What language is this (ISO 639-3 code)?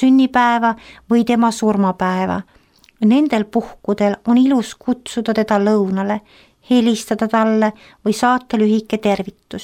est